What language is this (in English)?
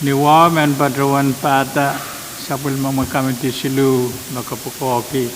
Pohnpeian